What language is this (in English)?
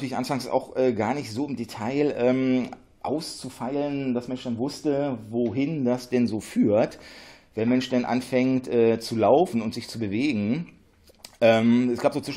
German